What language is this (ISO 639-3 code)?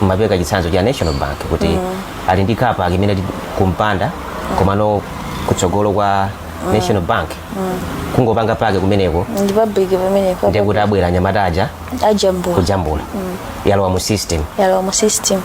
nya